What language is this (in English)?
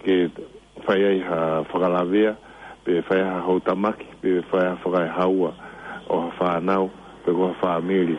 Tongan